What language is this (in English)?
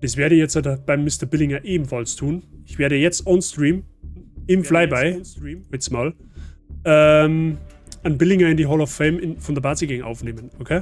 Bavarian